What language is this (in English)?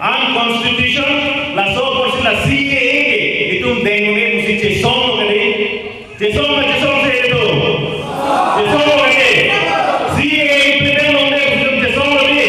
Karbi